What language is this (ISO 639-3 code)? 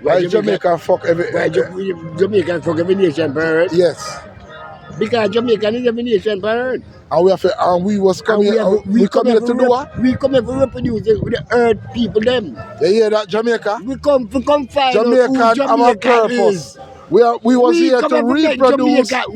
jam